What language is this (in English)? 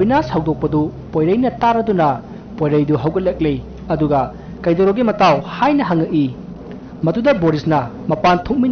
Manipuri